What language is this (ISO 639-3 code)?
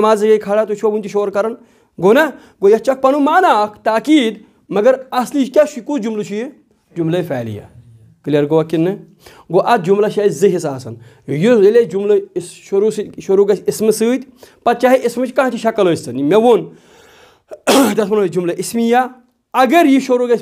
kas